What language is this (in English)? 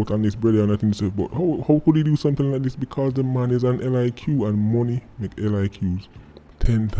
Jamaican Creole English